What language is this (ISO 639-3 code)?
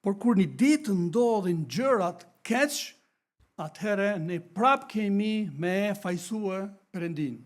sqi